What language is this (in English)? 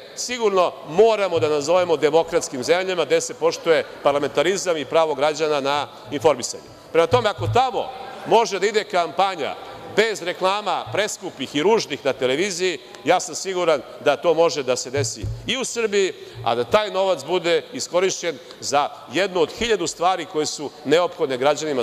Serbian